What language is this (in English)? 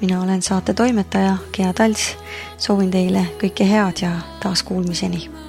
Estonian